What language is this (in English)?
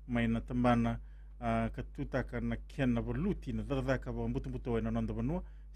Fijian